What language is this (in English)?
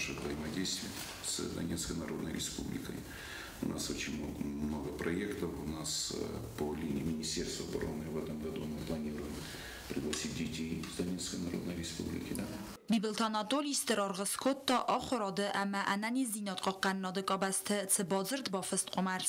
Ossetic